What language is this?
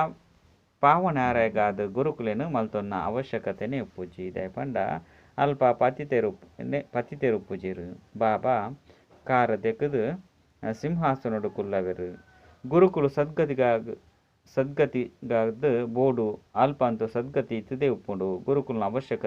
Tulu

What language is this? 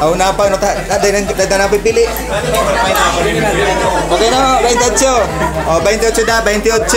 Bikol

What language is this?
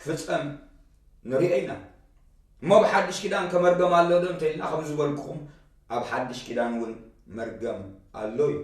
Tigrinya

